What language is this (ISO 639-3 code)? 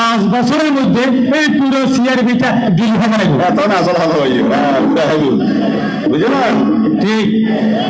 ben